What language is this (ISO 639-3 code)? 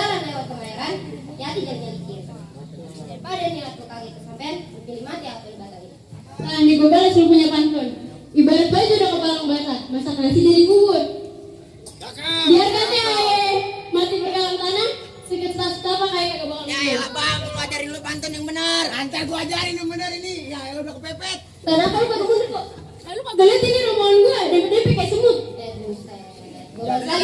bew